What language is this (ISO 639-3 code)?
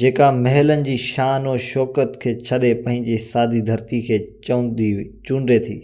snd